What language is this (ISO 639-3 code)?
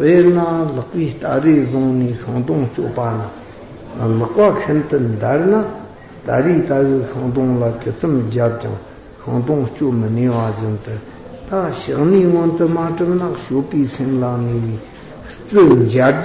bod